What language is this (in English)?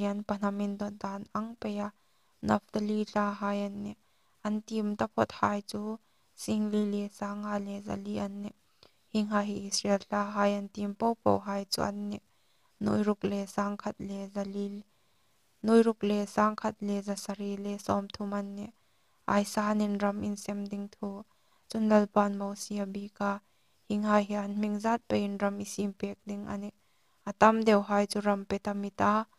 Hmar